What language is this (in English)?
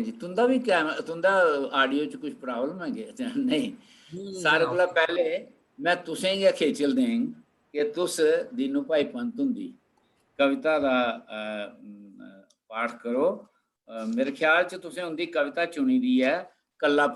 Dogri